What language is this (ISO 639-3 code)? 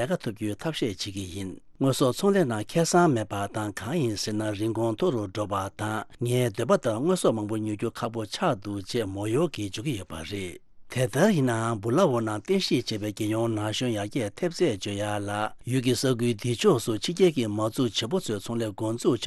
bod